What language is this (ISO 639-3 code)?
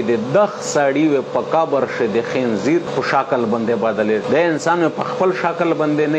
pus